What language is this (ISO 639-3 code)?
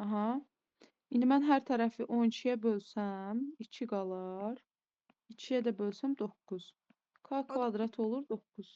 aze